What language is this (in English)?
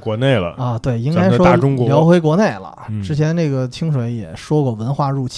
Chinese